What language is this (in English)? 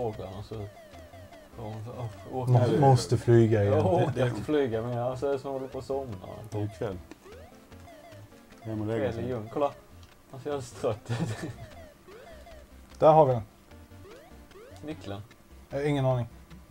Swedish